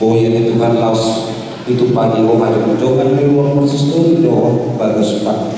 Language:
Batak Toba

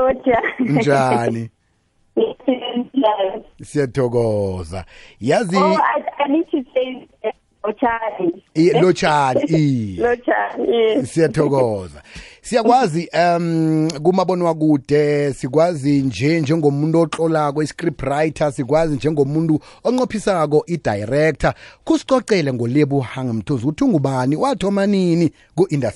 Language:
South Ndebele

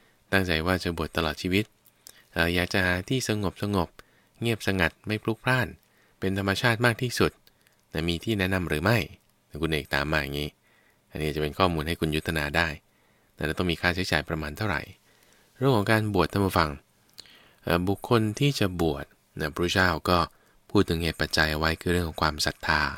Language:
Thai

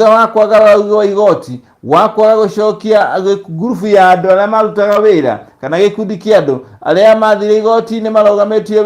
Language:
Kikuyu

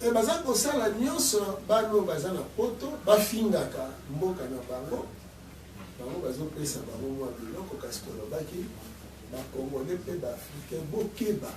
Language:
Lingala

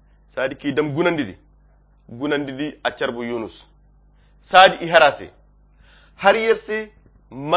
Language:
Koyra Chiini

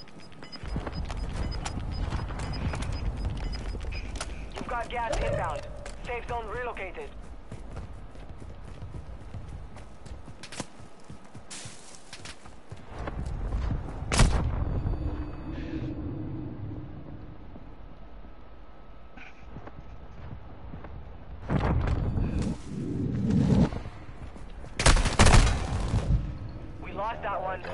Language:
Croatian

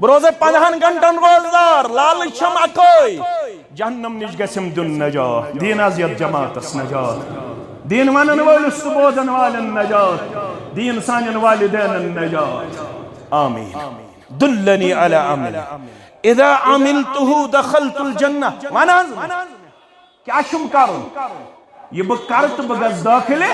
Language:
Kashmiri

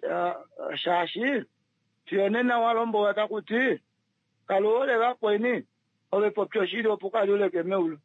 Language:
Kuanyama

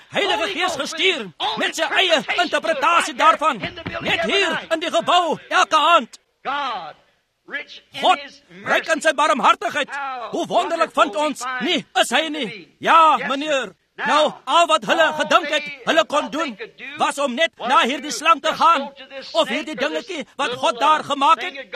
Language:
Afrikaans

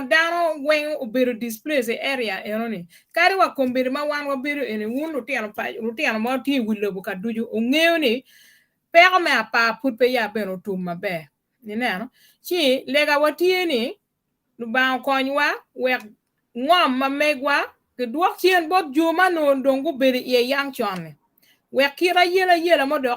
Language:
Acoli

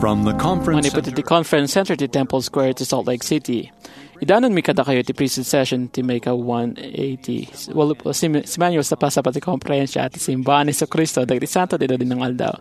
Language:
Iloko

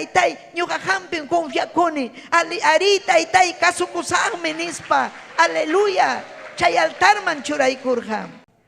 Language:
Ayacucho Quechua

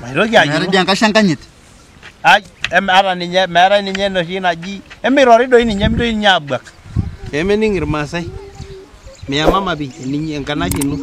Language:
Masai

